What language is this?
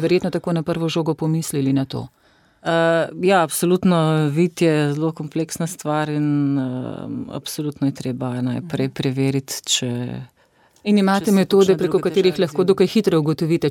Slovenian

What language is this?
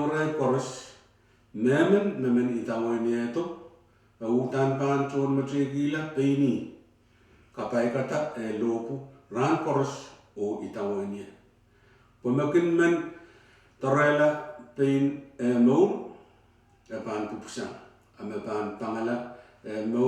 Pohnpeian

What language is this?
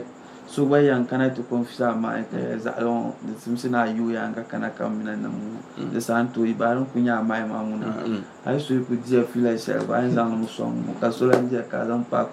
Dagbani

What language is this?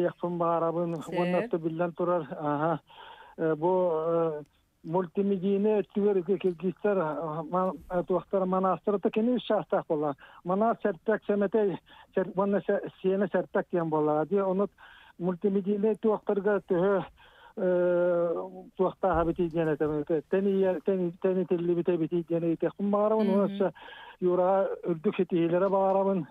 Yakut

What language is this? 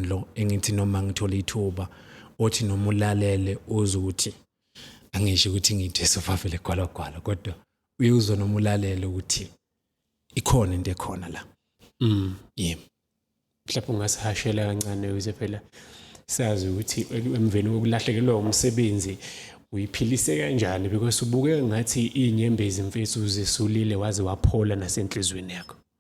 Zulu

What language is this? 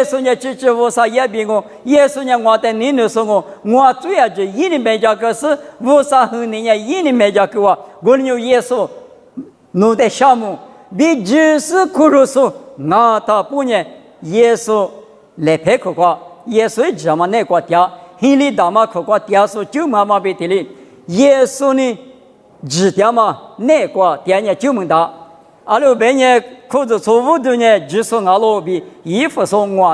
Lisu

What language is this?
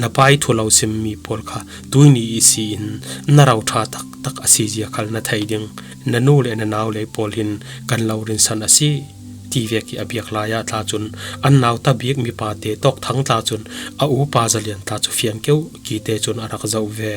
Falam Chin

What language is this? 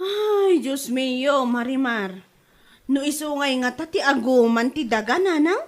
Iloko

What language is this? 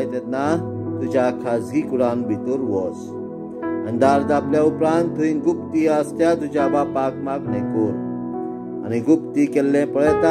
Konkani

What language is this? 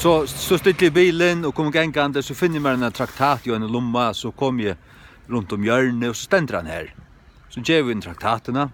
Faroese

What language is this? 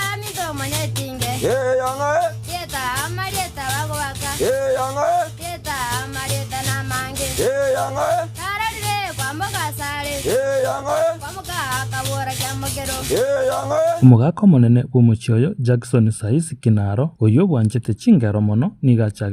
Gusii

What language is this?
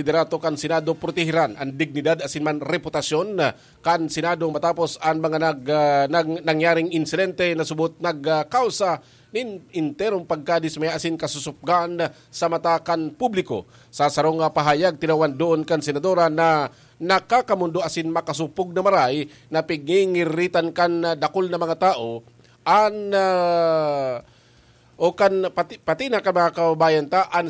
Bikol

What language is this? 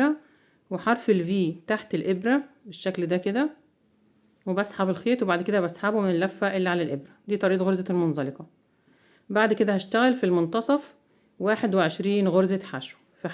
Egyptian Arabic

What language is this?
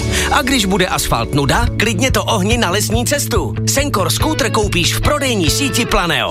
Czech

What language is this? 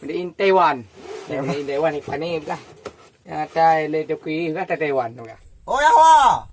Achinese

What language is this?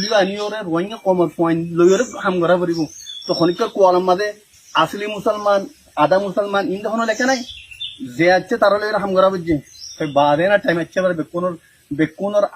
Rohingya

